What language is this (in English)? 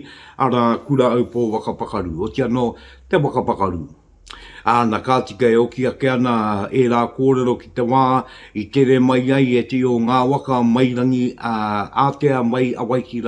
Māori